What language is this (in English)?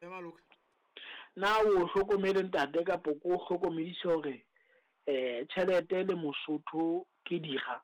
Southern Sotho